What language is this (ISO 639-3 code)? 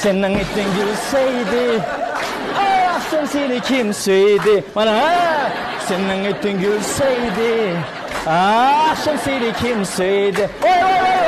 uig